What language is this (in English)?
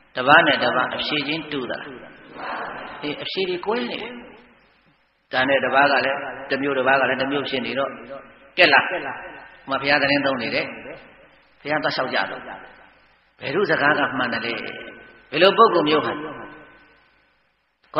Burmese